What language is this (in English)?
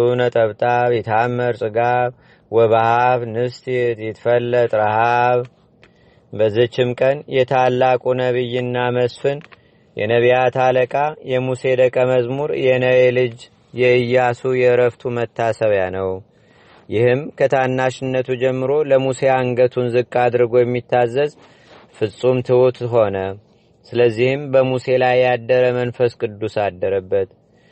Amharic